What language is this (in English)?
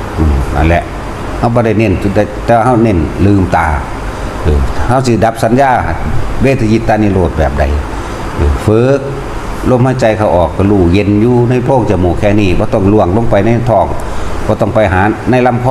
Northeastern Thai